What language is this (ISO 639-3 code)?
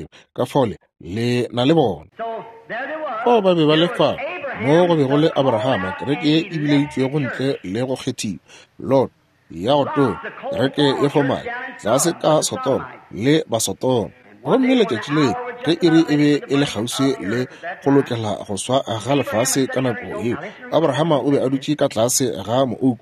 nso